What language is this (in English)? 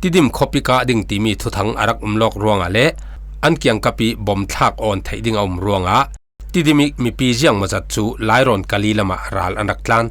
Falam Chin